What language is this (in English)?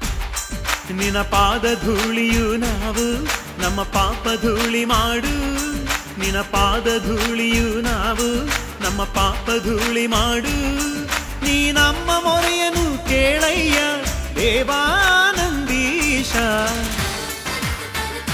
Kannada